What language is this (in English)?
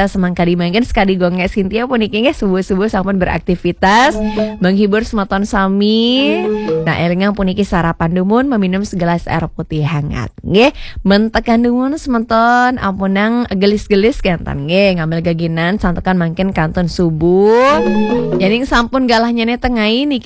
Balinese